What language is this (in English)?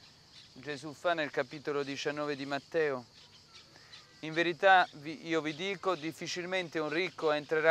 Italian